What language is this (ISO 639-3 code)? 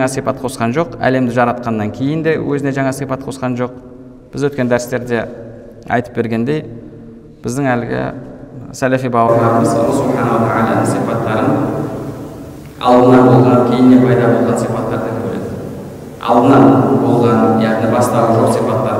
kaz